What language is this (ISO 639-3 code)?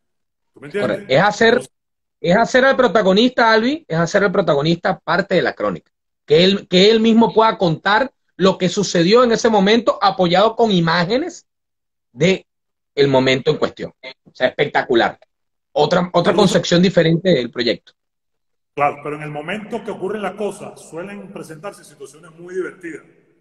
spa